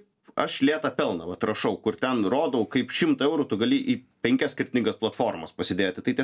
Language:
Lithuanian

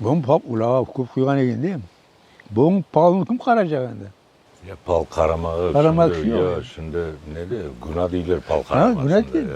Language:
Crimean Tatar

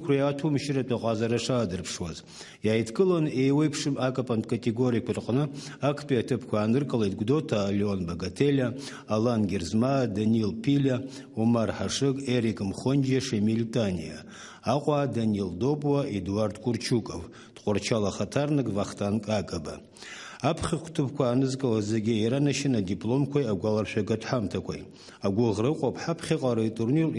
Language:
Abkhazian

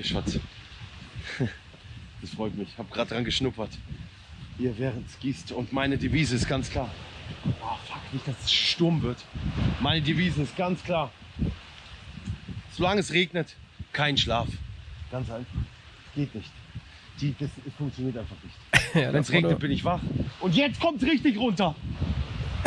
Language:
German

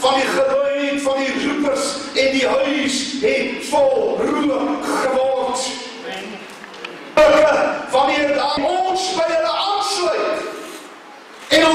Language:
Afrikaans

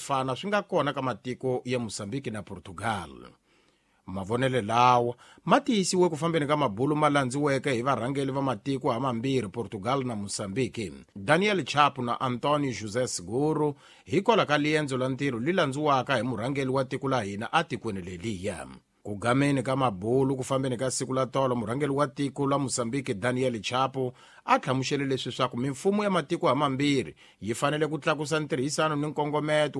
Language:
Tsonga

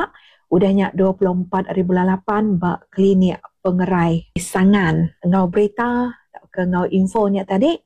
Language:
Iban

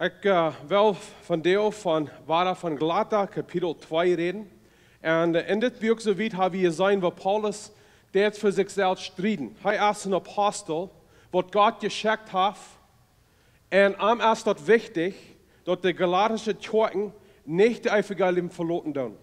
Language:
Plautdietsch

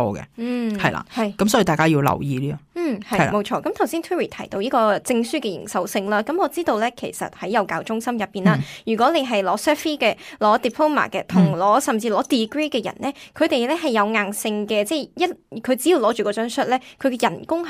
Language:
Cantonese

